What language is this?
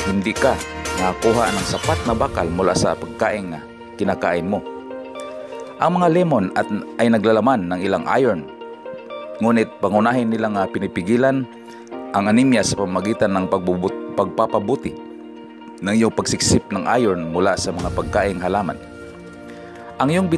Filipino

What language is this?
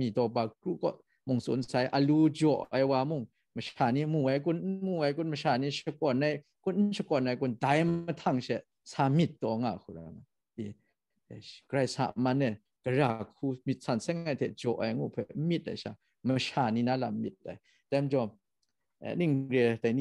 Kachin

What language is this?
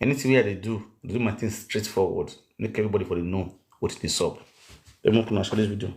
Nigerian Pidgin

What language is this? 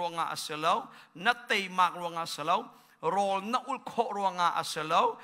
Hakha Chin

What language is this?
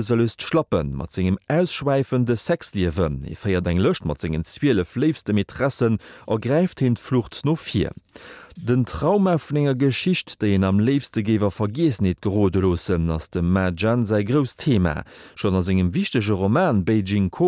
Luxembourgish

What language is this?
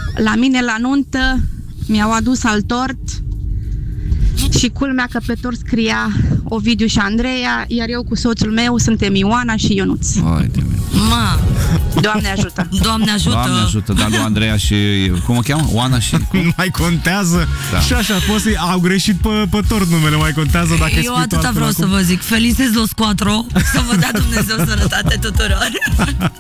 Romanian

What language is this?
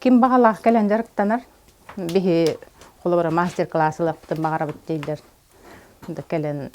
Yakut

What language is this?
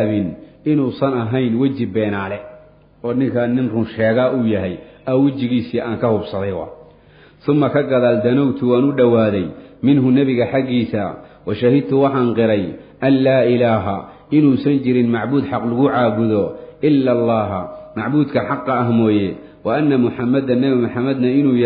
Somali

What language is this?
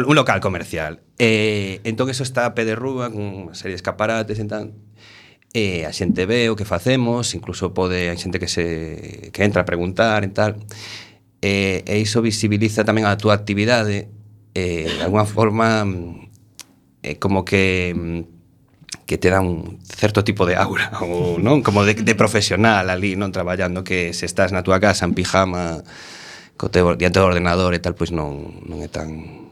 Galician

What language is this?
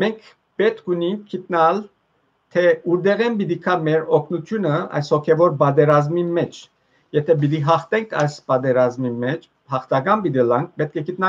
Western Armenian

